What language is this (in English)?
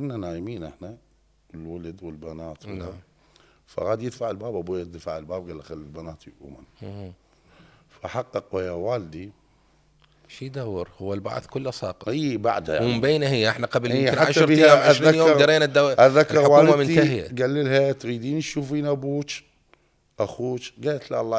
Mesopotamian Arabic